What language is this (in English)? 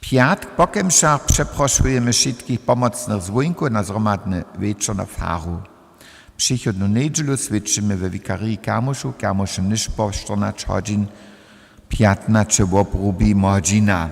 Upper Sorbian